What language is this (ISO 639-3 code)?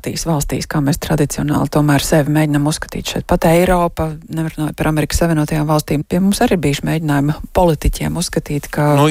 lav